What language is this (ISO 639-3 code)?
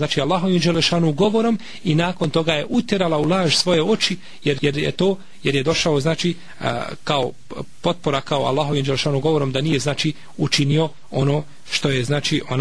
bos